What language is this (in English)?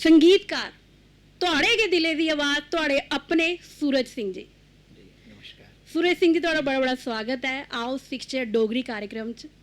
Dogri